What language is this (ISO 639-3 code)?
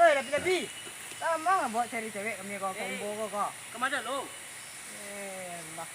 min